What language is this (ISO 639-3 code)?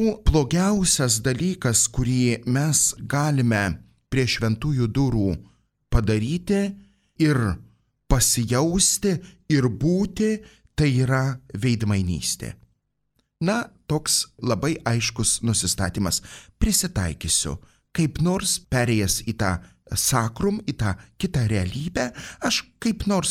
lit